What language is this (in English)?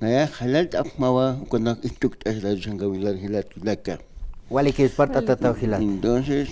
Aymara